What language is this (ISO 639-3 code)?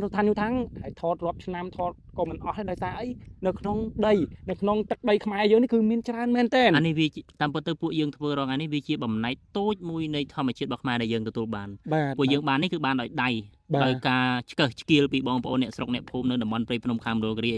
khm